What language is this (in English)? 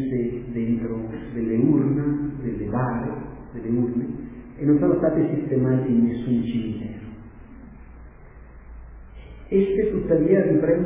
Italian